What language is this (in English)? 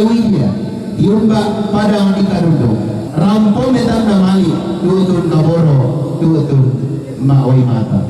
Toraja-Sa'dan